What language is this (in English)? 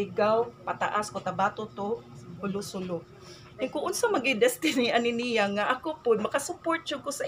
Cebuano